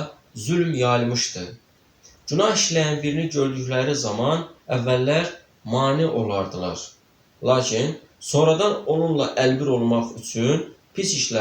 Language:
Azerbaijani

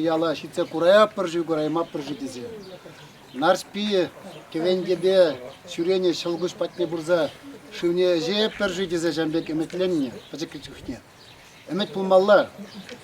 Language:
Chuvash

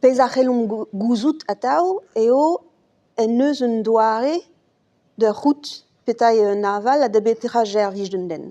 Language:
Breton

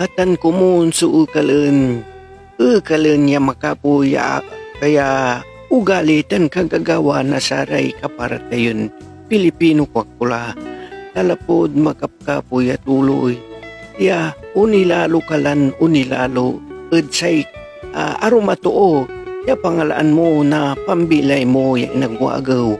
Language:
Pangasinan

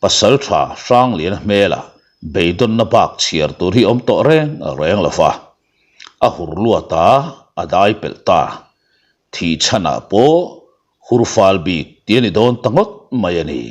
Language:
Mizo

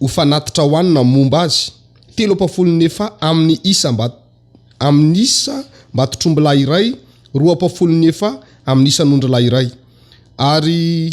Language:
Malagasy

